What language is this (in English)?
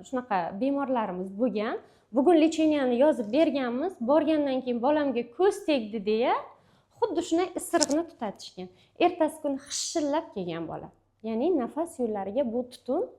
Uzbek